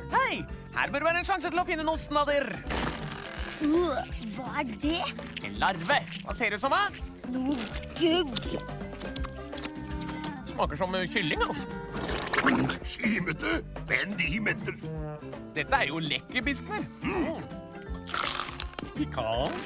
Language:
Norwegian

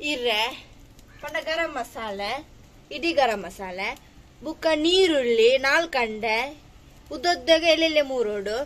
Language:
Tulu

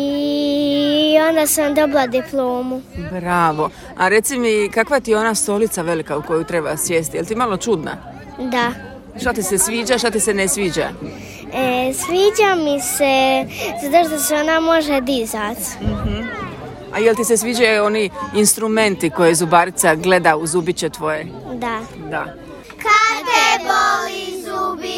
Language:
Serbian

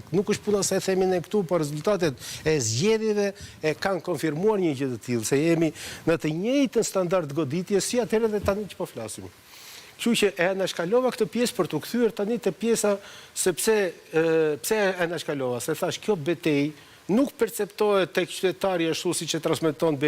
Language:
Albanian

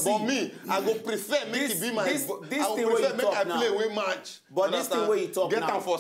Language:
Nigerian Pidgin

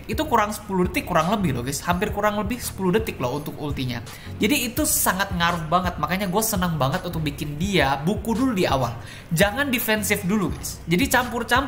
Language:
Indonesian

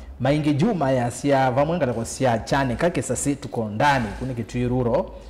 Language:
Kamba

